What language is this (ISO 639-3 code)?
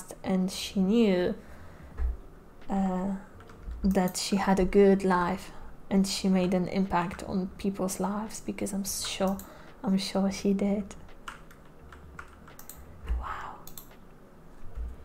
eng